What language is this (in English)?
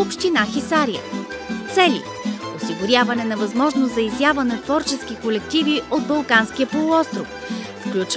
Bulgarian